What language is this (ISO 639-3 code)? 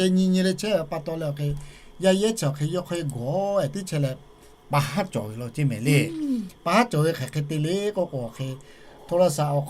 lhu